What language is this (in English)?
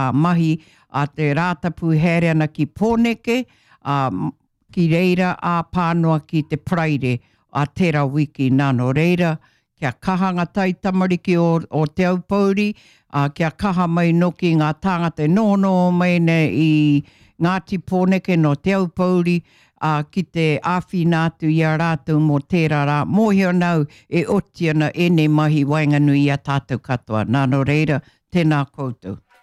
Māori